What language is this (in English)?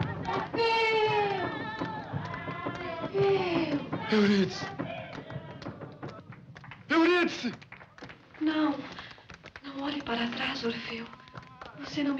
Portuguese